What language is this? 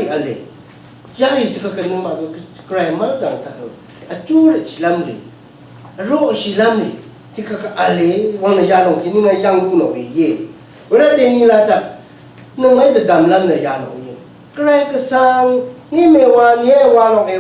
Rawang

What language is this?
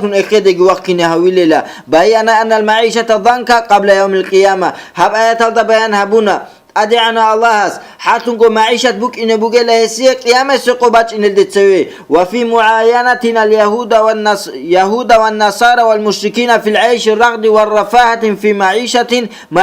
Avaric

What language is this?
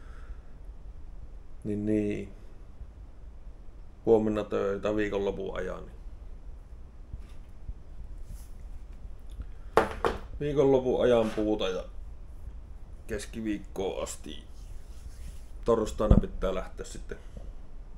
Finnish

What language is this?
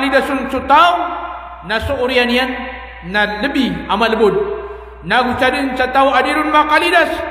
Maranao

